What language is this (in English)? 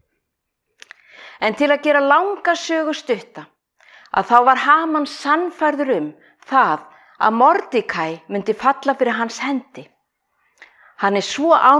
Icelandic